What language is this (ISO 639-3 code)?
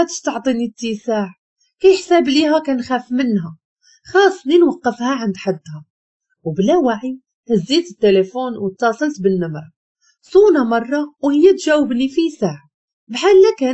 ary